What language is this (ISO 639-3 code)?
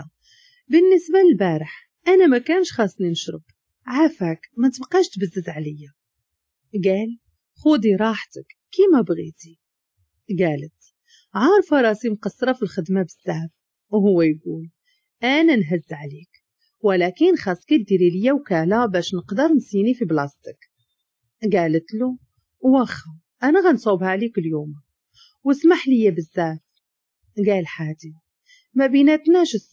ary